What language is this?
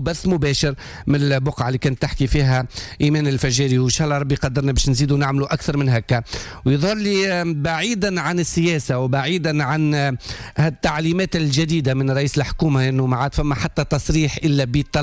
Tunisian Arabic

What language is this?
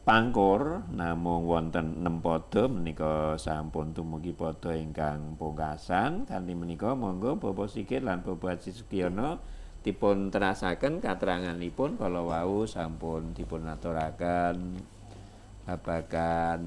Javanese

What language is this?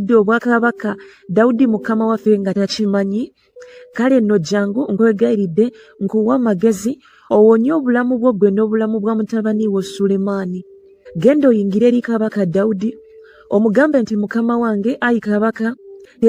Ganda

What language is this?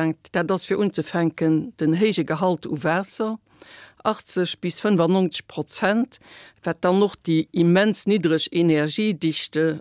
Luxembourgish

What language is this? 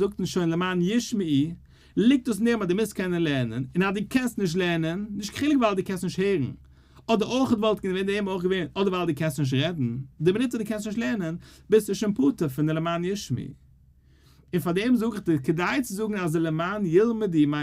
Yiddish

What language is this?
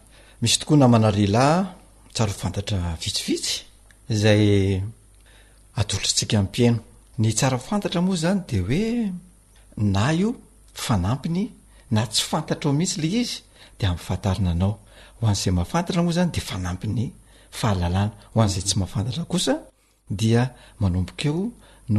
Malagasy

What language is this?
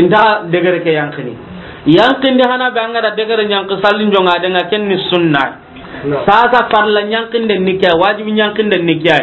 Soninke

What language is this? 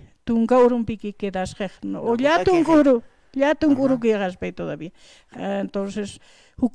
Aymara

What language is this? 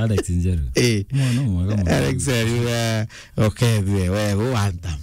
Meru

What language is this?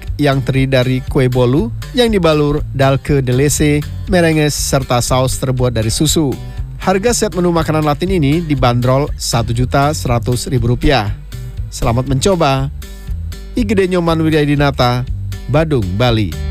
Indonesian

